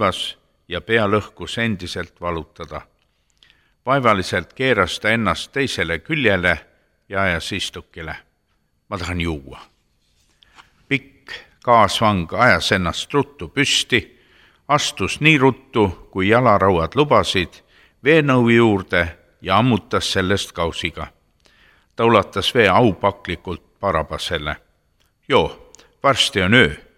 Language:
Estonian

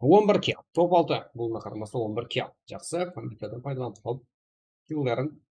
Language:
Kara-Kalpak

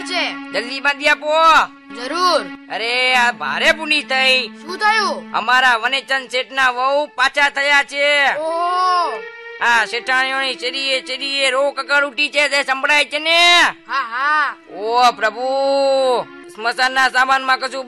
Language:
Gujarati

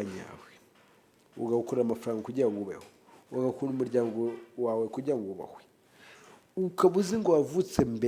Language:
Kinyarwanda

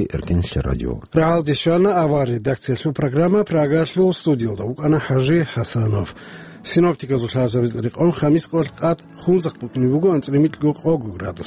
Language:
Avaric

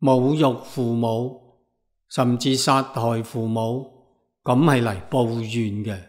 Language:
Cantonese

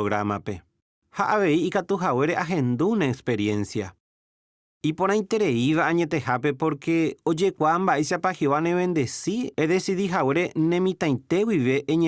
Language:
Guarani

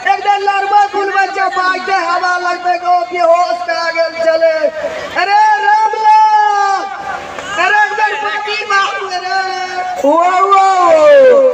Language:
Maithili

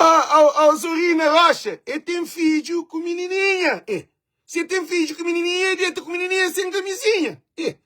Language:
Kabuverdianu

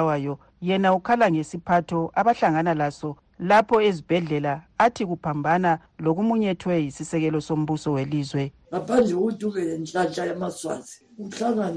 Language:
North Ndebele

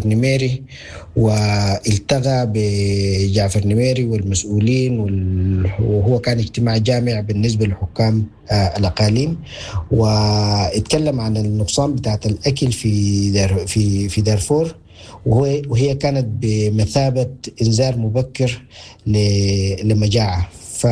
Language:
Sudanese Arabic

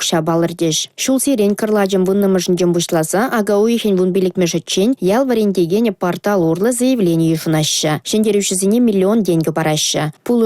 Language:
Chuvash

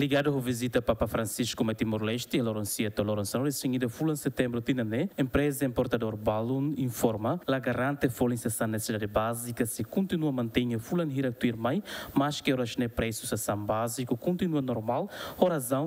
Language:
Tetum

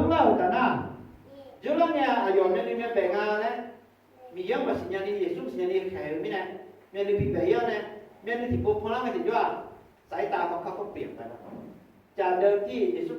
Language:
Akha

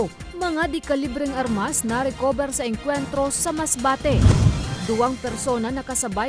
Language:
Bikol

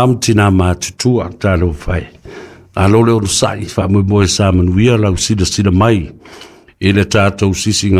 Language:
Samoan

